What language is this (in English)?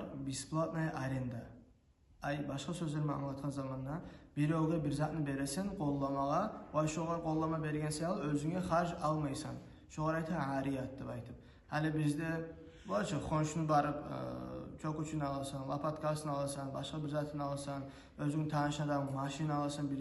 Kumyk